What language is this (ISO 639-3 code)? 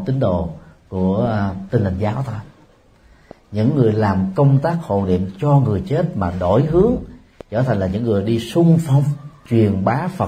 vie